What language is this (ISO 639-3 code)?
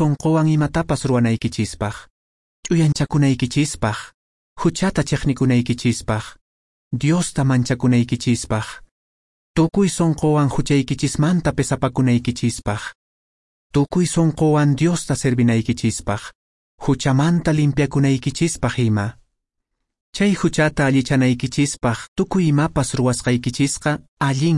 que